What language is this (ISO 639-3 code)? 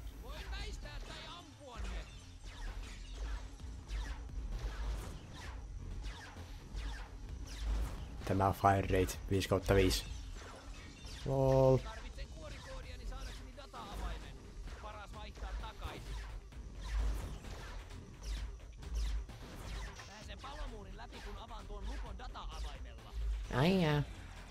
fin